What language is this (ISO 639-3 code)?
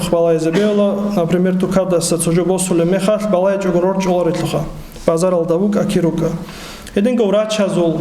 ava